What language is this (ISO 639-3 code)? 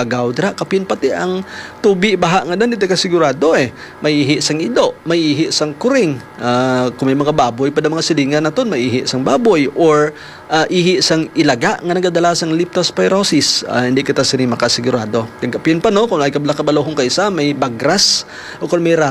hil